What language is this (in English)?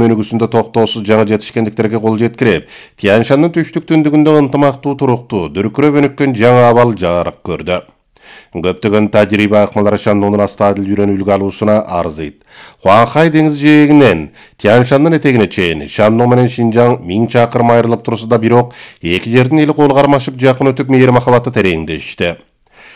Kyrgyz